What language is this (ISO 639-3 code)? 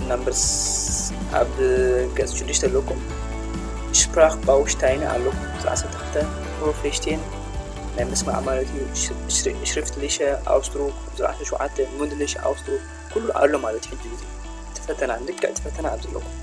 tir